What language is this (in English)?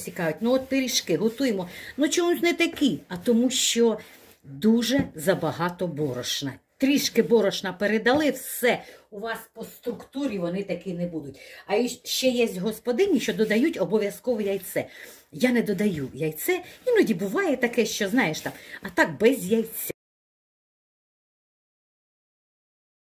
Ukrainian